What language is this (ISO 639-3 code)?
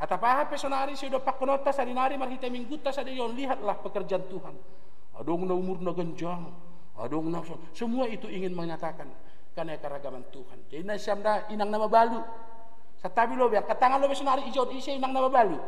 bts